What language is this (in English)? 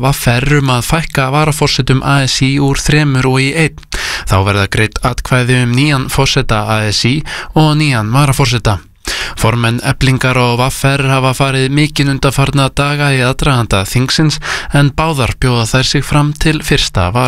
Icelandic